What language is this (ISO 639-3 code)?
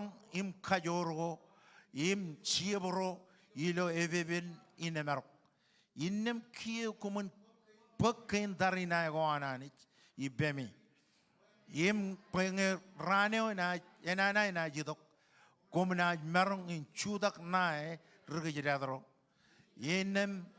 mah